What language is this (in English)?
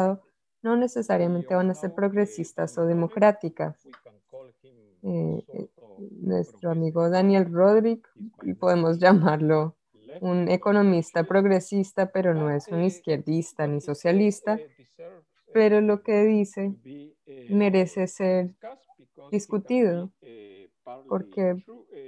Spanish